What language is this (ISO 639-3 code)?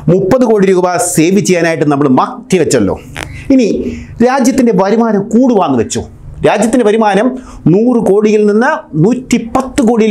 mal